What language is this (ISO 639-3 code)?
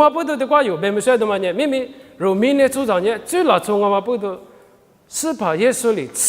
lis